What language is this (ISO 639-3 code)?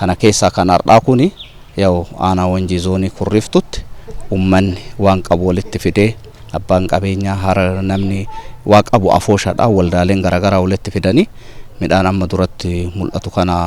orm